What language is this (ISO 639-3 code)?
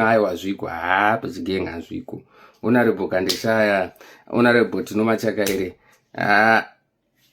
sna